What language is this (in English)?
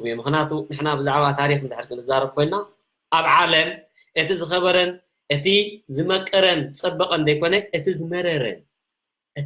Tigrinya